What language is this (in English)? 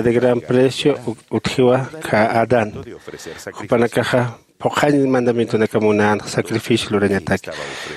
Aymara